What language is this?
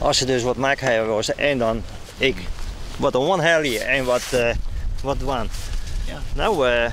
Western Frisian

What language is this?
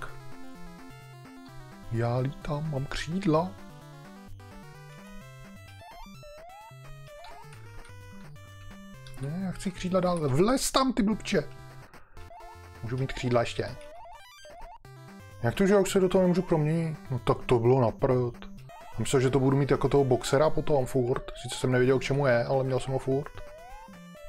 Czech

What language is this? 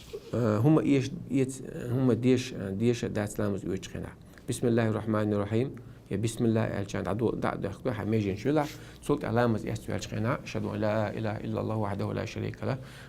Chechen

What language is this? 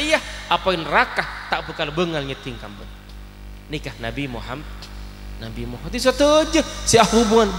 Madurese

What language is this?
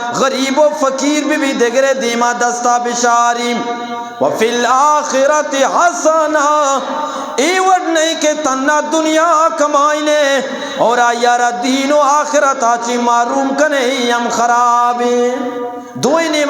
Eastern Balochi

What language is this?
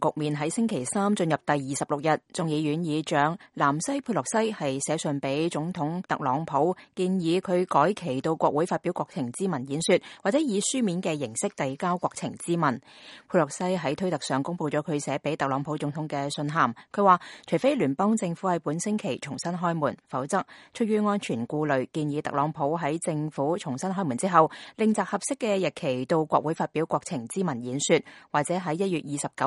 Cantonese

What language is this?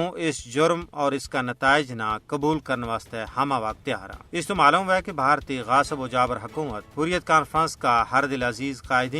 Gujari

